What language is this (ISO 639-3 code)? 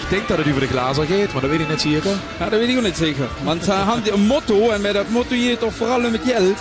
lim